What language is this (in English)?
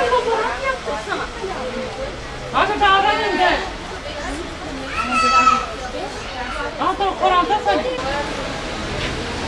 Turkish